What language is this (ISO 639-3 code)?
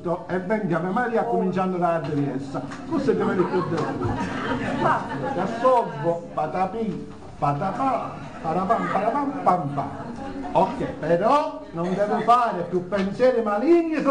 scn